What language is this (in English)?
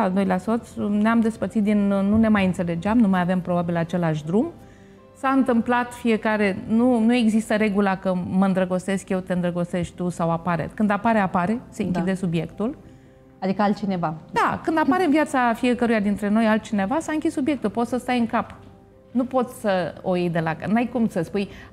Romanian